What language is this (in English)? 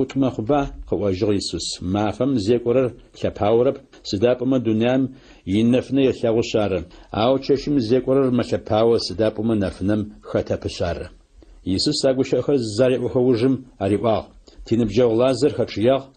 Adyghe